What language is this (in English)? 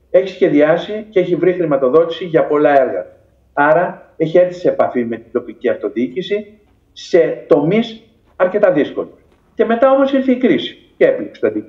Greek